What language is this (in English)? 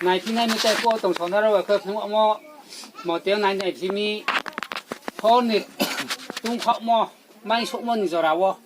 Riang (India)